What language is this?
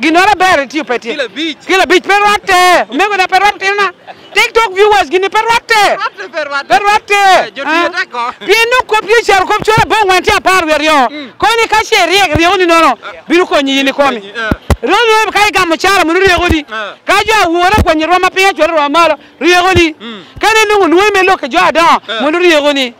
Lango (Uganda)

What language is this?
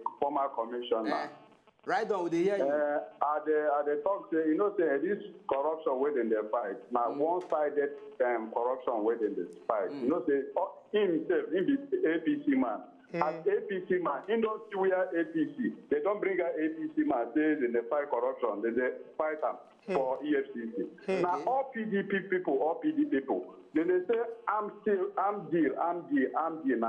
Nigerian Pidgin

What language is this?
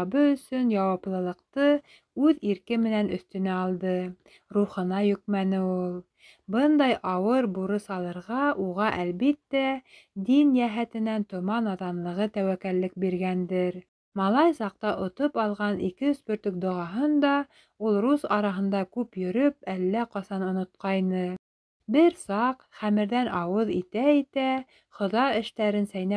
Bashkir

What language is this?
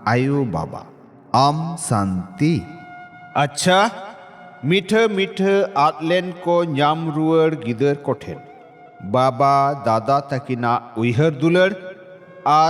Santali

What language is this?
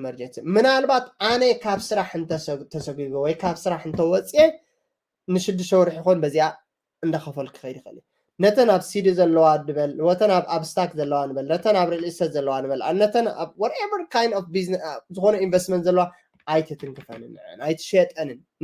Tigrinya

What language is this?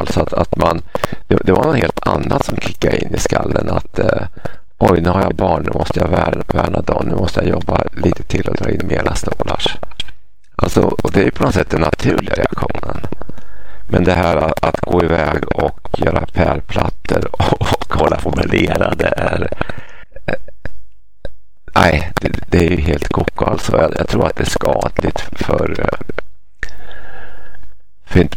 Swedish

